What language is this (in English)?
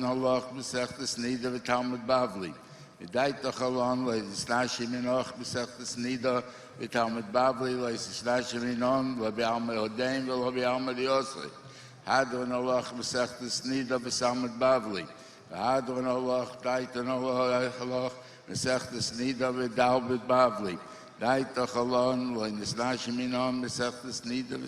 Yiddish